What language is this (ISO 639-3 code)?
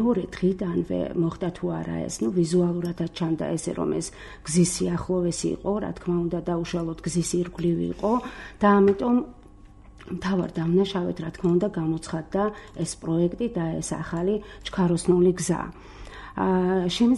kat